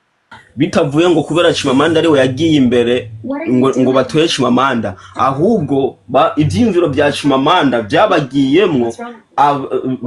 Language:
Rundi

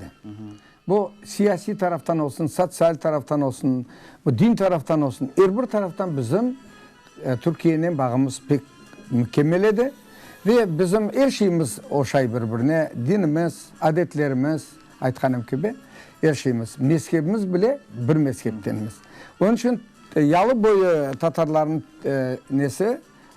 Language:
Crimean Tatar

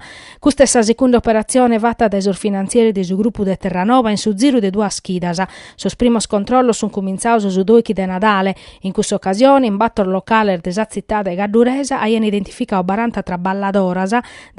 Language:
Sardinian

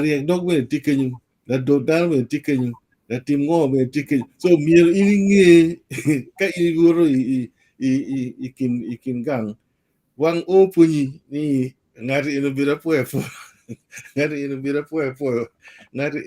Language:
Acoli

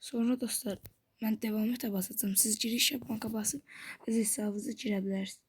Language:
Azerbaijani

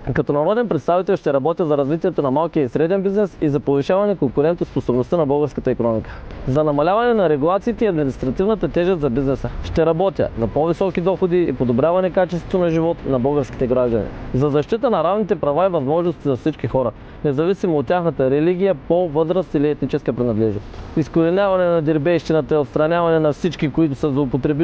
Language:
Bulgarian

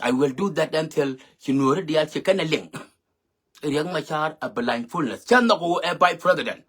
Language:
Nuer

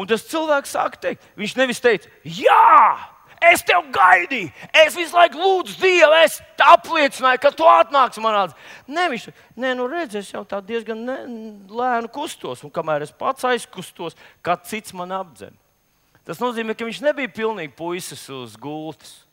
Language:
Latvian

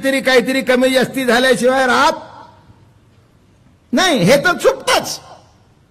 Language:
Marathi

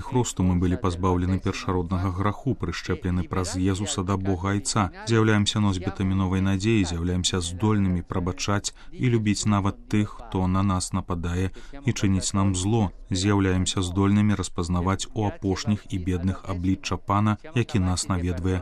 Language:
Belarusian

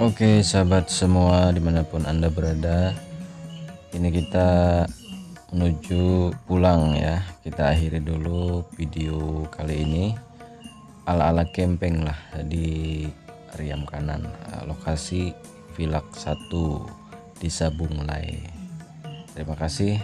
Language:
Banjar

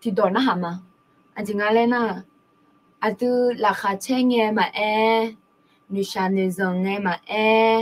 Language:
Akha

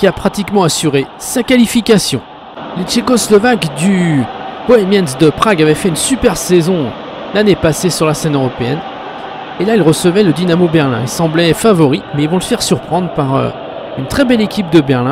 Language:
French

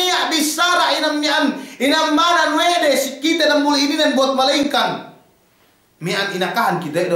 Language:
Yakan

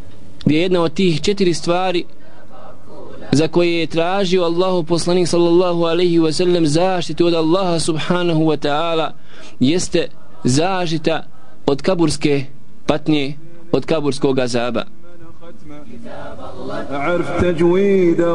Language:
Bosnian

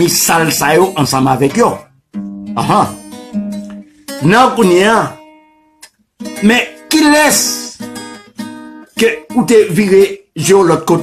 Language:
Haitian Creole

